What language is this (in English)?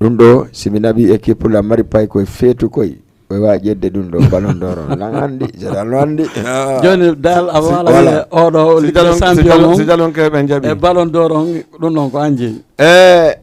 Fula